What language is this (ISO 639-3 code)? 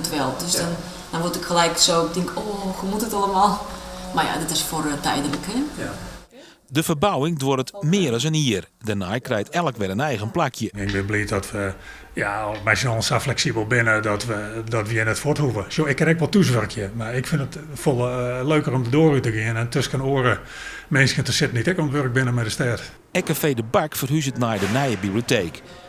fry